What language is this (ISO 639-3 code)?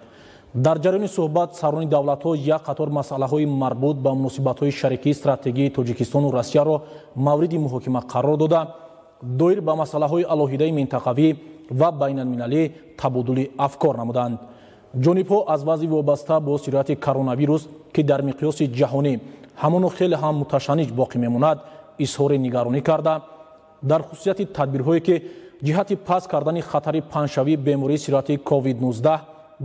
tgk